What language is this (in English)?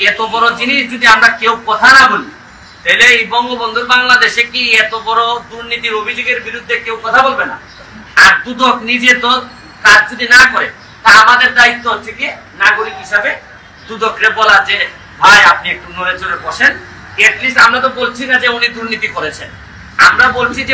Bangla